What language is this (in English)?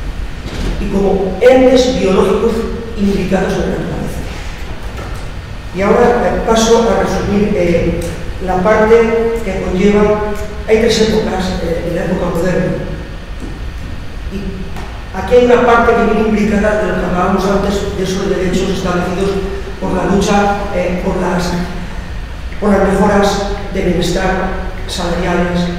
Spanish